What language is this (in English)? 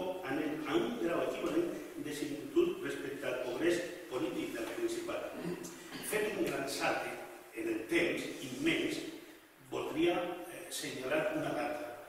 Catalan